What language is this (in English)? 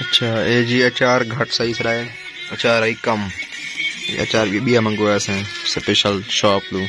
Saraiki